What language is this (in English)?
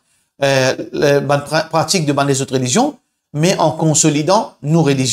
Morisyen